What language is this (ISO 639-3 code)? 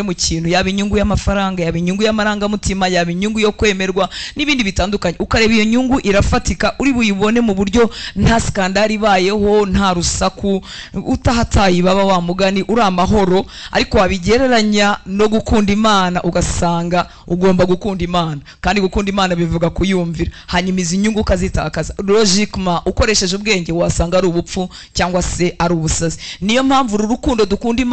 kin